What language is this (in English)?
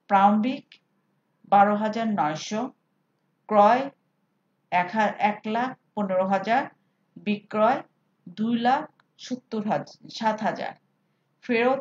Bangla